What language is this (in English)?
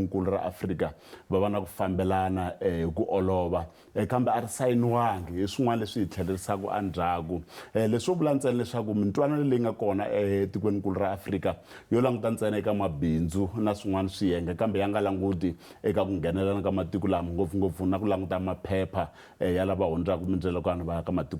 Tsonga